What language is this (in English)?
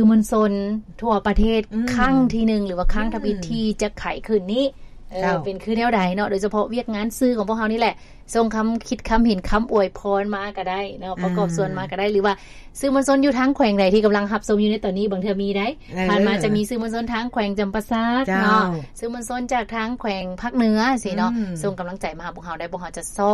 Lao